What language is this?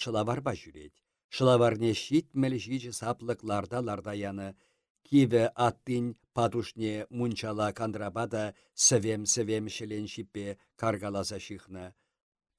Chuvash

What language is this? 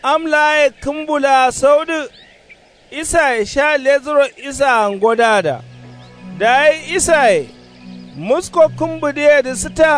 Kanuri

